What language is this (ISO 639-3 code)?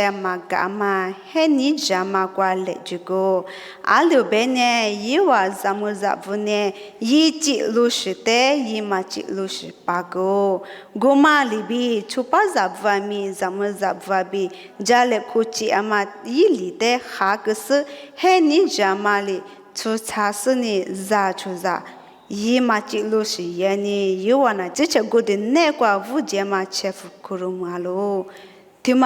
lis